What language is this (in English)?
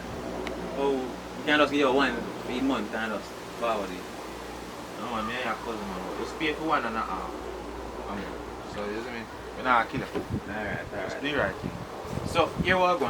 Jamaican Creole English